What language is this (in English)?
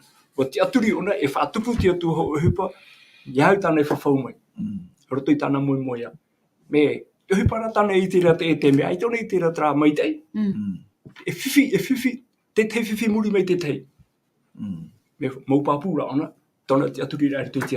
Tahitian